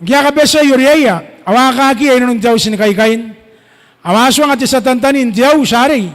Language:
Gilbertese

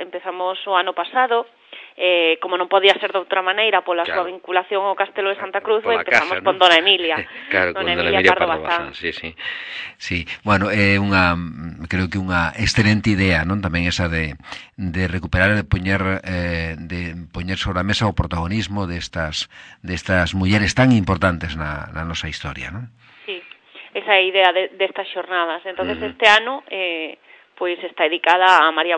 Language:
Galician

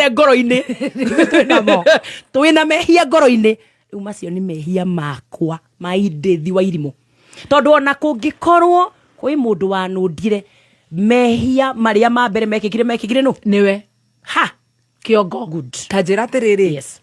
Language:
Kikuyu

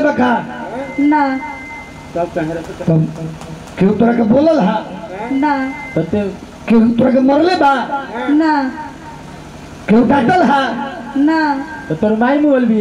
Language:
Bhojpuri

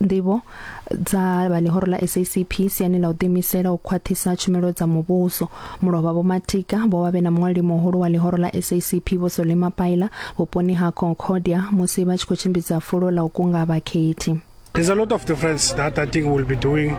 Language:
Venda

